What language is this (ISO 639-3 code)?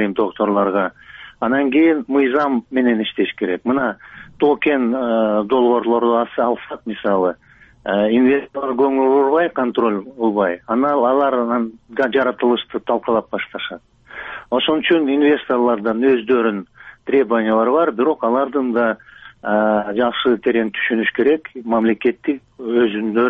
kir